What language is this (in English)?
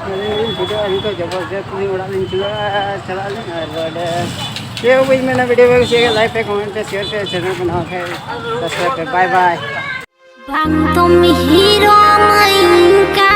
Santali